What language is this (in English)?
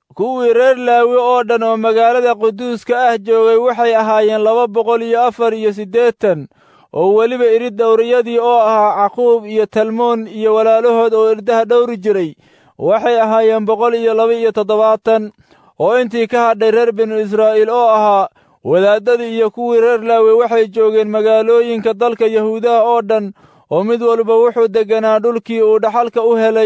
Somali